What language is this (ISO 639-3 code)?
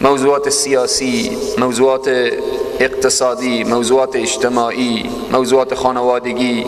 fas